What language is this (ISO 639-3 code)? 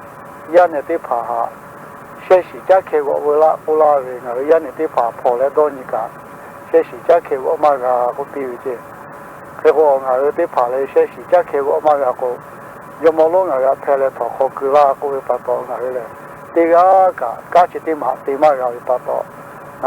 lhu